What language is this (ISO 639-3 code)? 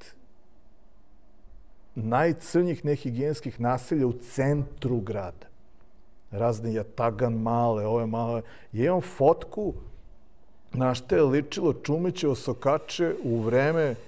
srp